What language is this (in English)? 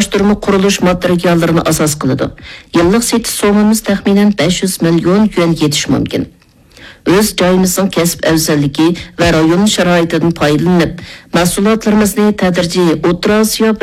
Uyghur